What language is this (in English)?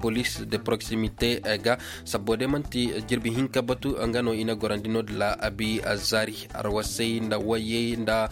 Koyraboro Senni